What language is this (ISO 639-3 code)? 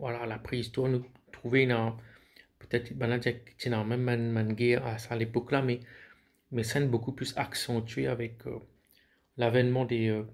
mfe